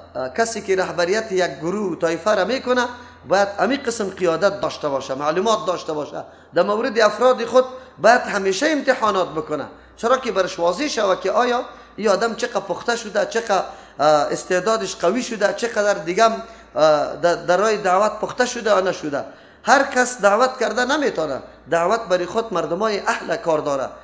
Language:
Persian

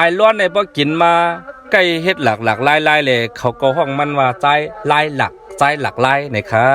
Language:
Shan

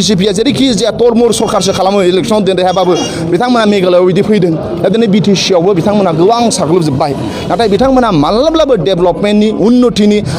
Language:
Bodo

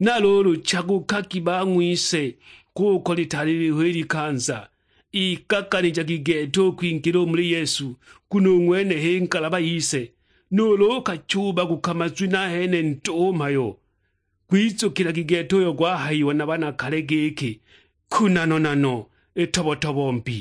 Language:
Sukuma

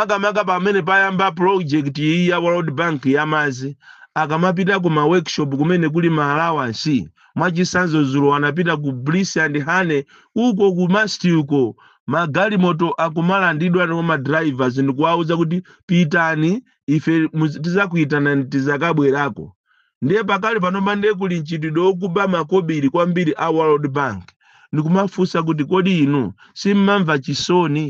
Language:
Nyanja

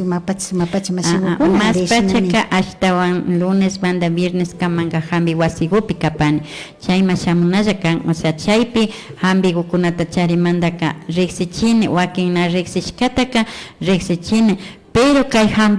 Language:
Imbabura Highland Quichua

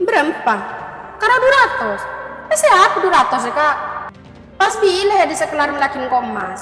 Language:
Madurese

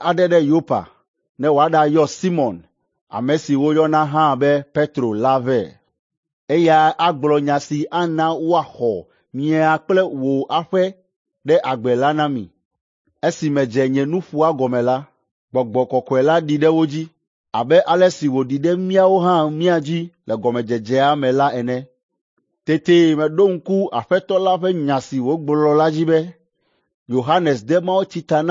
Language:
Ewe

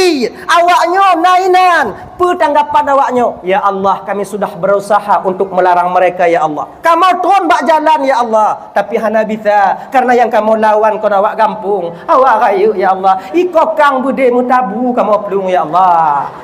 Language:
Achinese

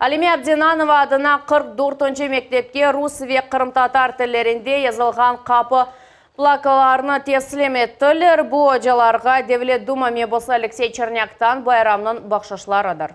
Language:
Crimean Tatar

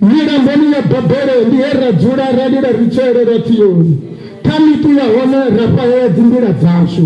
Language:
Venda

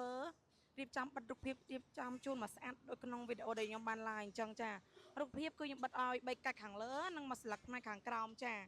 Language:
Khmer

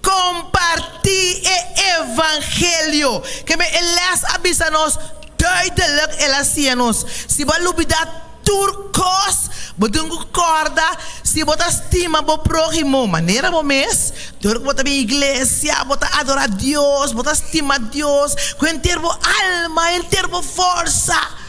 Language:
Papiamento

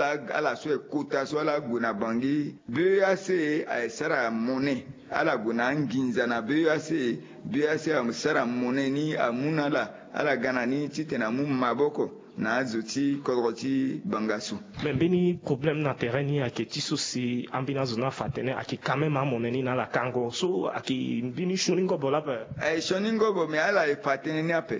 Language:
Sango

